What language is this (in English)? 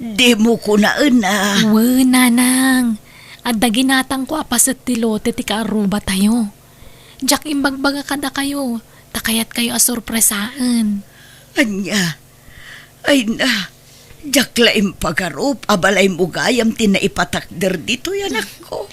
Iloko